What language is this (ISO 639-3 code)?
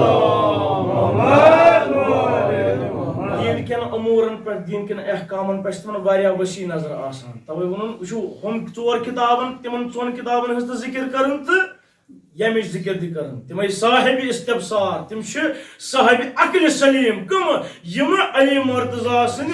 kas